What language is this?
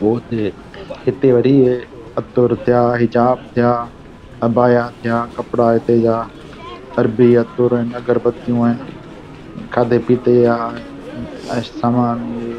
Sindhi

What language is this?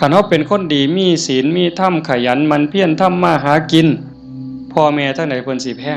Northeastern Thai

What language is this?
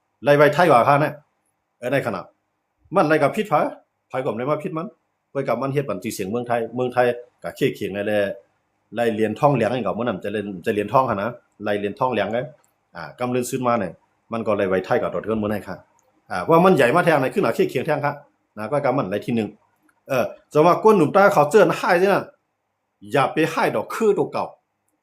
Shan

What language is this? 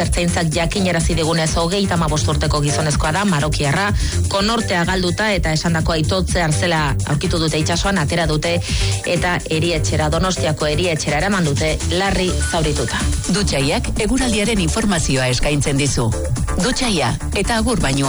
Basque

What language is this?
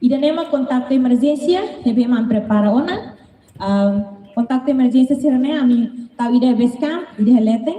Tetum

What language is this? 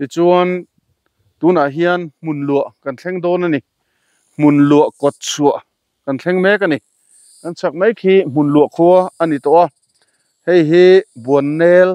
Mizo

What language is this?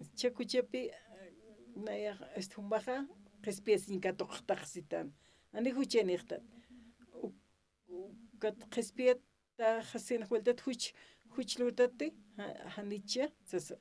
Aymara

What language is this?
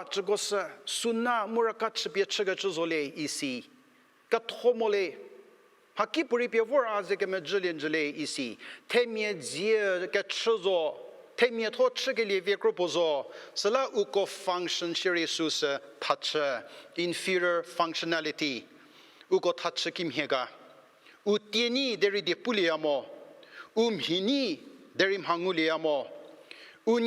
Angami Naga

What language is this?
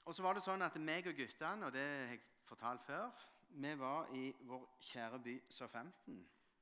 Norwegian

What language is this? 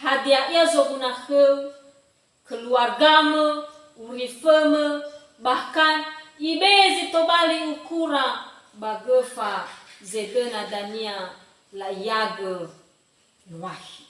Nias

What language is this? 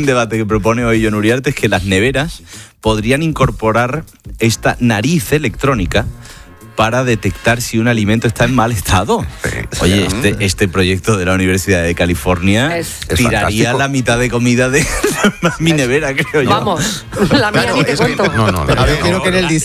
Spanish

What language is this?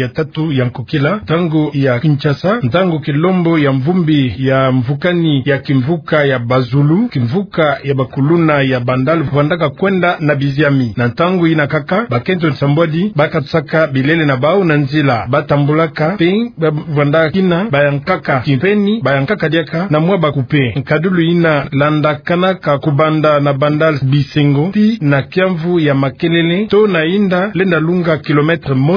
Kituba (Democratic Republic of Congo)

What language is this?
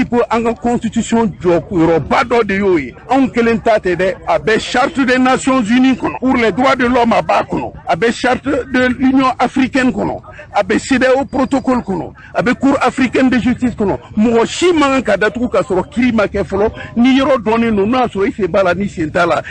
Bambara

